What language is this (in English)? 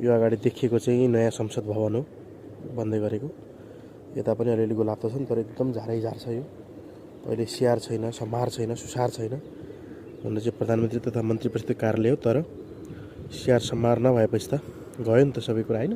Nepali